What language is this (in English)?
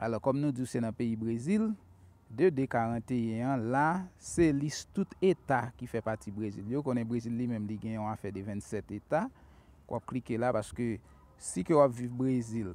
Haitian Creole